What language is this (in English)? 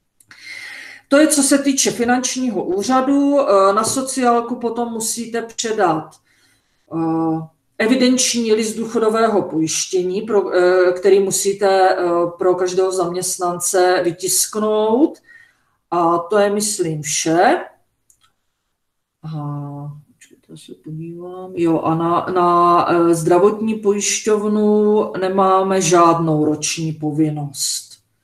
Czech